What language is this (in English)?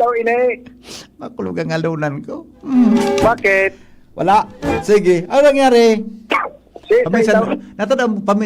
Bikol